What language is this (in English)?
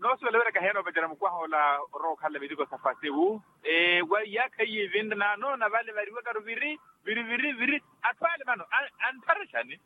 Makhuwa